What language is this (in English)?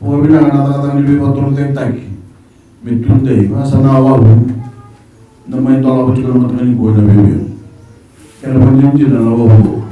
Fijian